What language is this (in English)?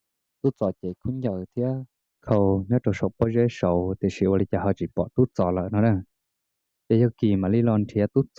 Hmong